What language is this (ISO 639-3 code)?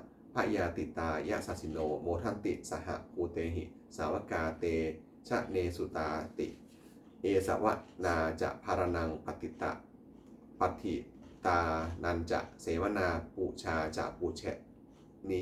pli